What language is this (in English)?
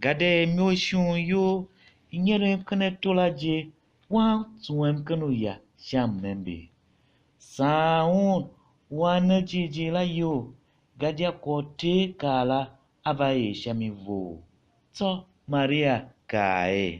Tiv